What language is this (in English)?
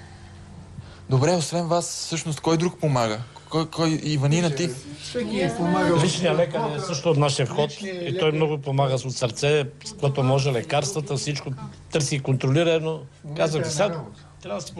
Bulgarian